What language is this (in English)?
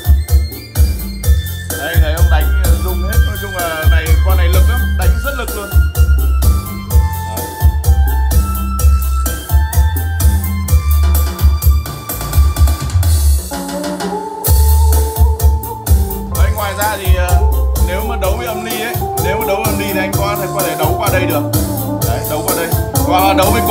Vietnamese